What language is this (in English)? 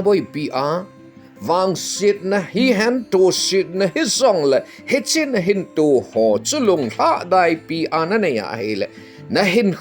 Thado Chin